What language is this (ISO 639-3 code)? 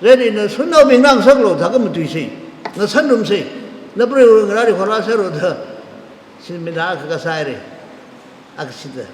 nmf